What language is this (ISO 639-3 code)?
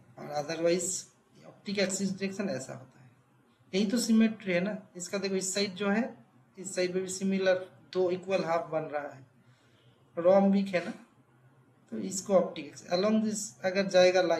hin